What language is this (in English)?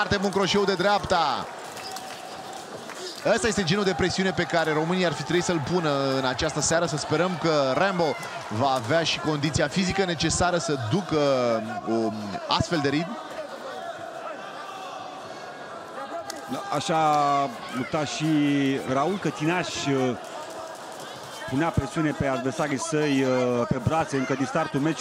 Romanian